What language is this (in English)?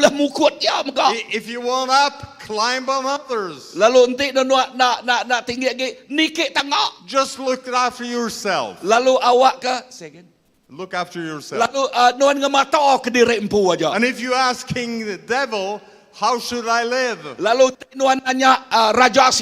Iban